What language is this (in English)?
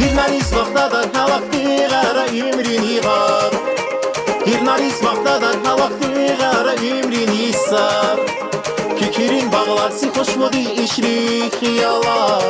Tabassaran